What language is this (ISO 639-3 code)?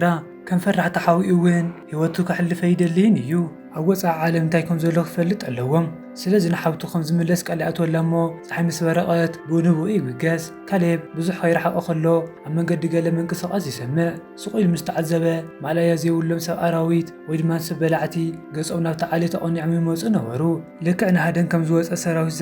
tir